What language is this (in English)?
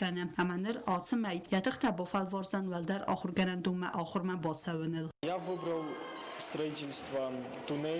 Ossetic